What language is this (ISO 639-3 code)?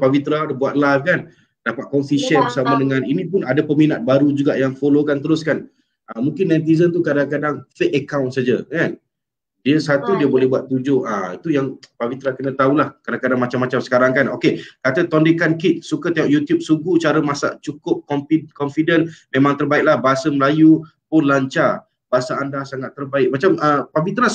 msa